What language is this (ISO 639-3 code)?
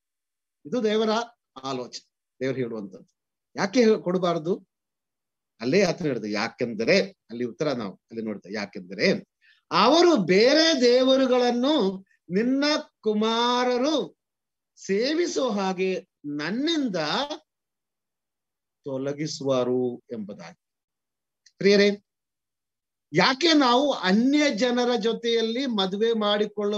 kan